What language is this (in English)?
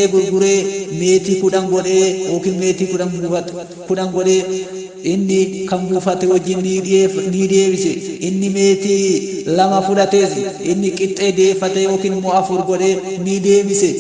Oromo